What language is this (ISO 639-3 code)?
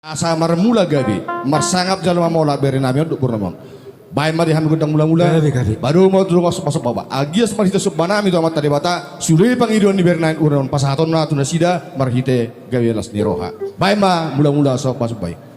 bbc